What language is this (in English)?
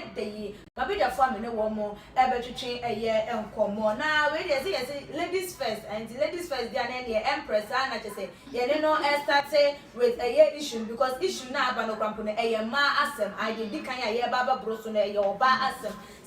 Akan